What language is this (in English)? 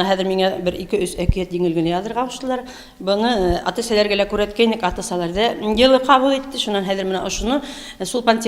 Bashkir